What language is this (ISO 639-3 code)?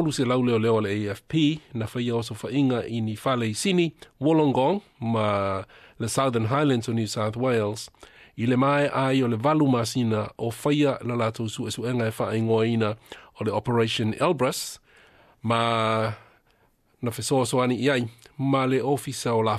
smo